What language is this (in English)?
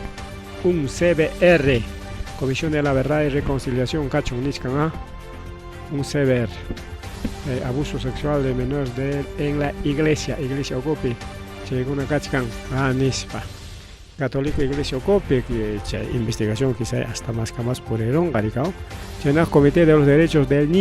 Ayacucho Quechua